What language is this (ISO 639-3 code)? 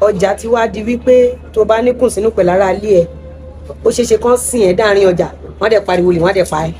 yor